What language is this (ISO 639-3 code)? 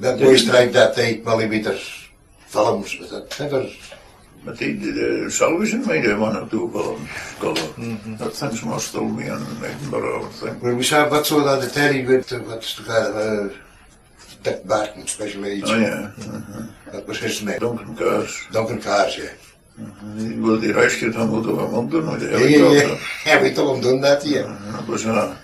sco